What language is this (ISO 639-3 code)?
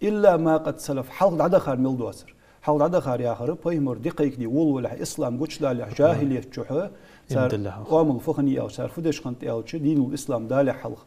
inh